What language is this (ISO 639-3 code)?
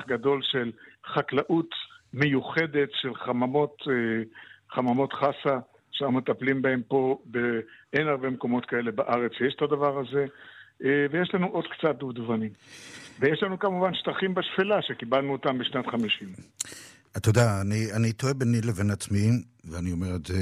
heb